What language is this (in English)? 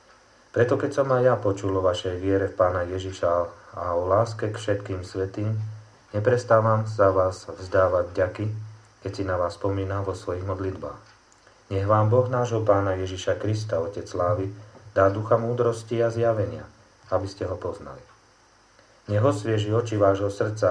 Slovak